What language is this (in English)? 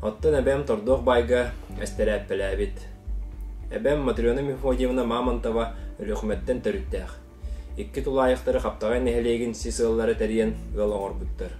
Yakut